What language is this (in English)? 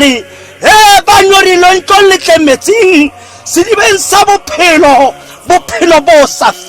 Tswana